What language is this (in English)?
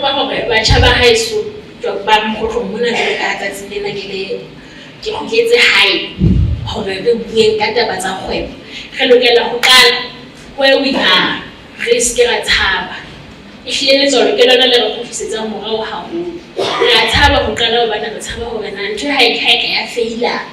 Southern Sotho